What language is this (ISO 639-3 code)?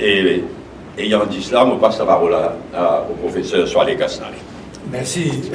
mfe